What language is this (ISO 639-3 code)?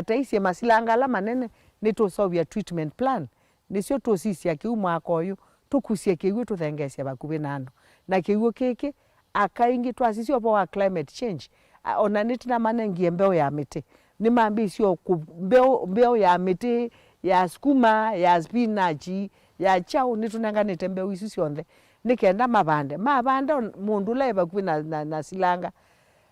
kam